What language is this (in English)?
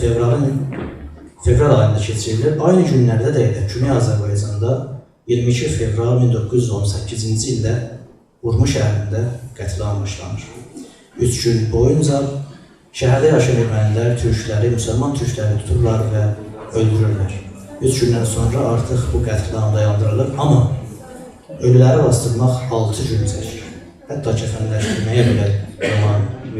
South Azerbaijani